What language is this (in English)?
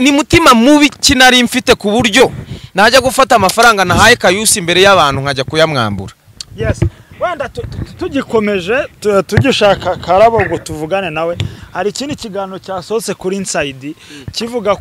Kinyarwanda